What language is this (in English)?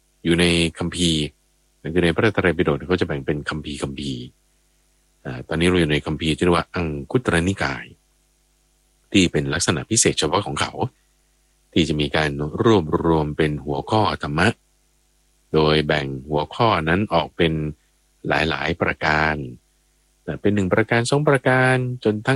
Thai